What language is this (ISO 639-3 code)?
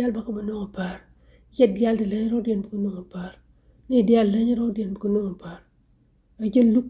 nus